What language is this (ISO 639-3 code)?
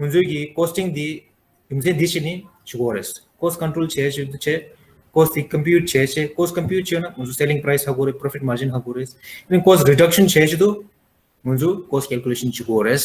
bod